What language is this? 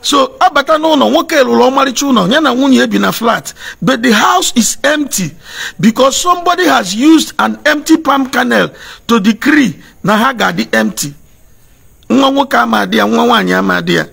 Igbo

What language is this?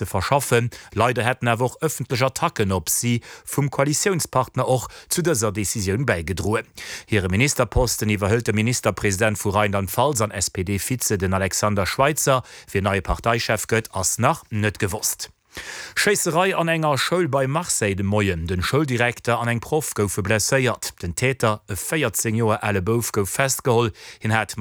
Luxembourgish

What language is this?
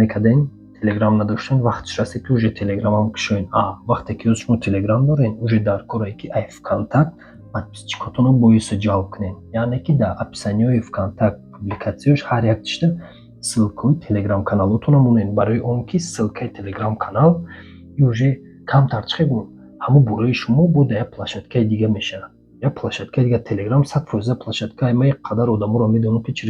Tajik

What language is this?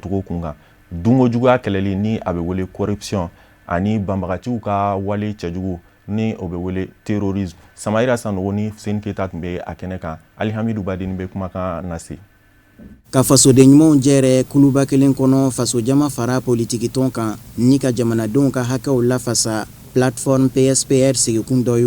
Bambara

